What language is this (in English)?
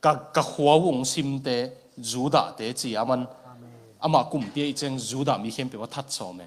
Tedim Chin